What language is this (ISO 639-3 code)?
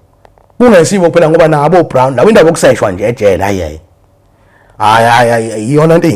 zul